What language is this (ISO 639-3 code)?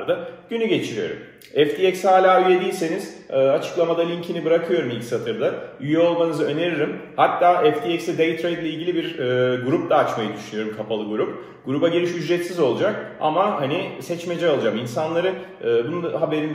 tur